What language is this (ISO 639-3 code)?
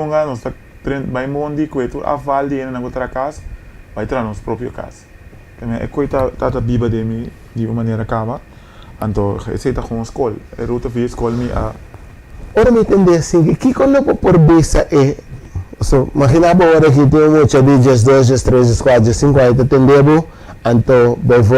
pap